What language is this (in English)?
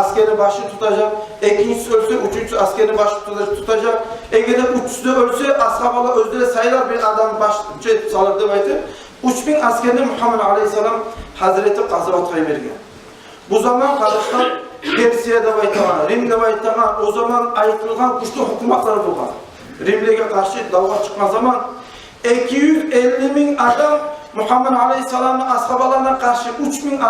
Kumyk